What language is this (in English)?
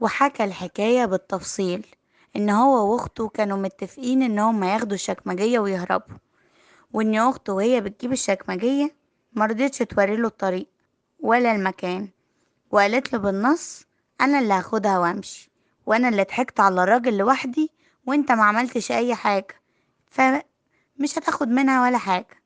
Egyptian Arabic